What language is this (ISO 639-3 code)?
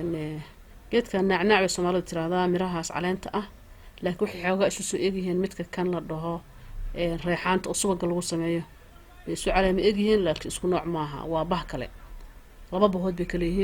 som